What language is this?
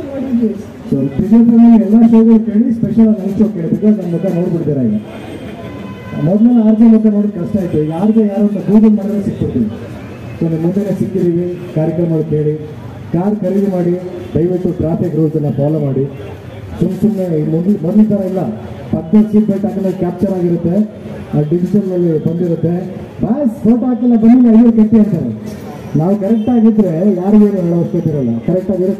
Kannada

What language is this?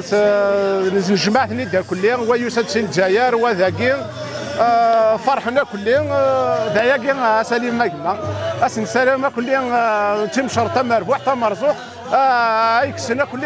Kabyle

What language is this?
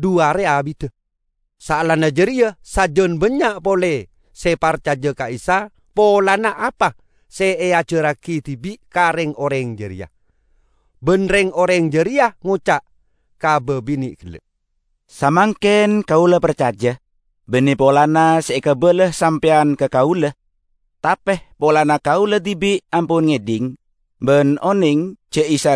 Madurese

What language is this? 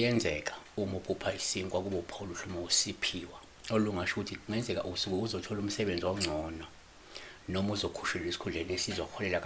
Zulu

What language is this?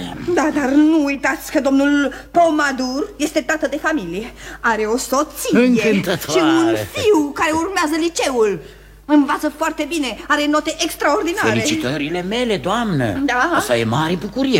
Romanian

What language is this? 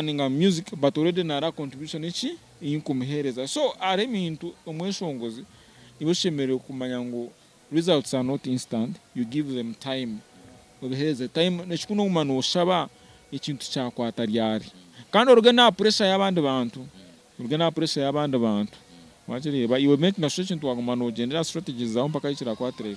Nyankole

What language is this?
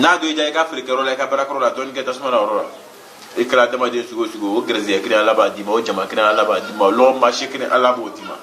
Bambara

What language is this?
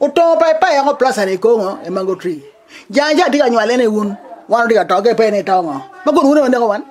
Acoli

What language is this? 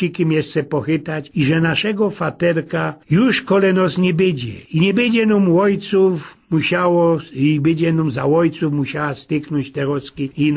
Silesian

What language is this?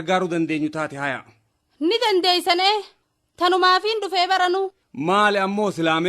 Oromo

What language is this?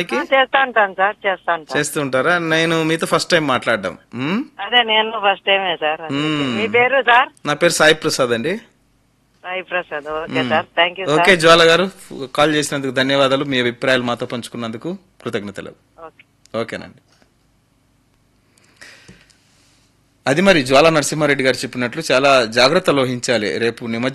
Telugu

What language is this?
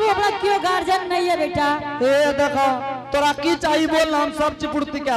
Angika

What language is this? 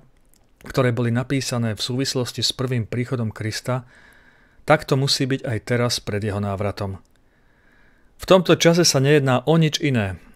Slovak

